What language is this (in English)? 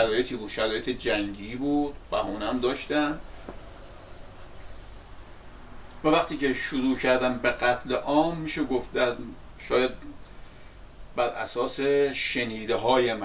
Persian